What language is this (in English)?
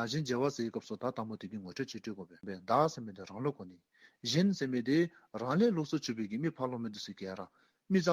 Dzongkha